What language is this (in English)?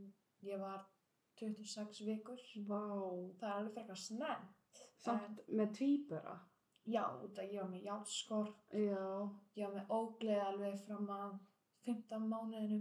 Icelandic